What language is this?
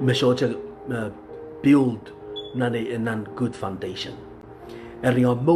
Pohnpeian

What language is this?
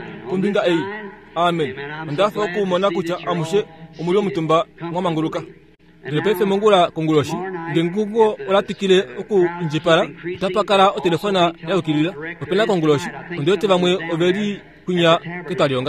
Kuanyama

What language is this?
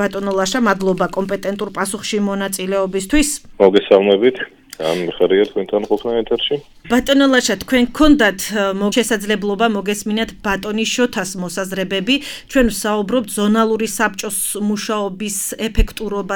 Georgian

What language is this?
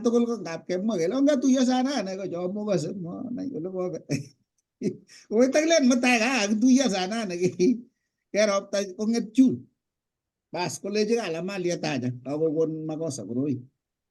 Kalenjin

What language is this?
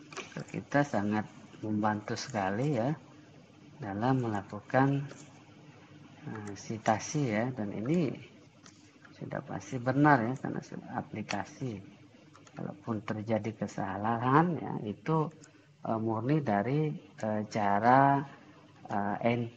Indonesian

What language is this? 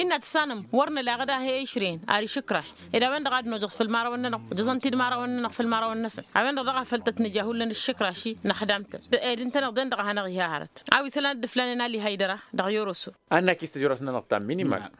Tamasheq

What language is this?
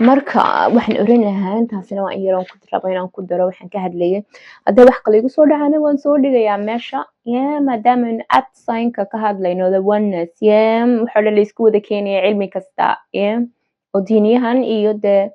Somali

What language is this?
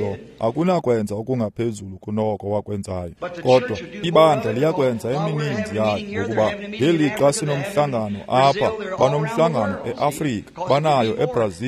Xhosa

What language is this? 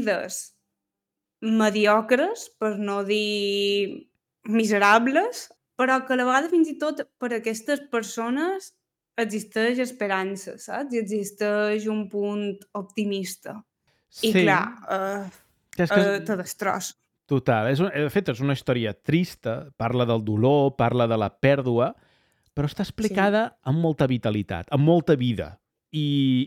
Catalan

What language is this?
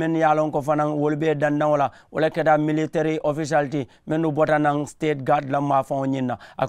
Mandingo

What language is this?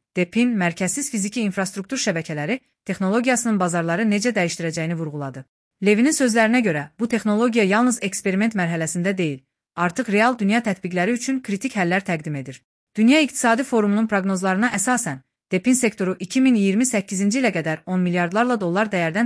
Azerbaijani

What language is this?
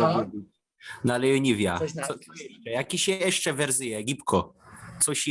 Silesian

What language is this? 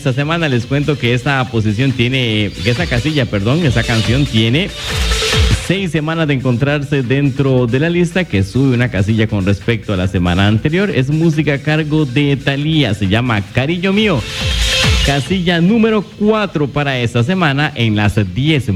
Spanish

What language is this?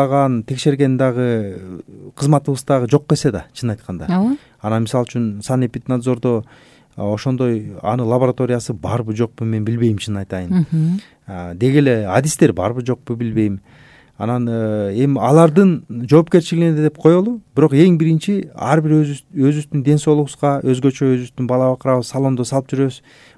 Kyrgyz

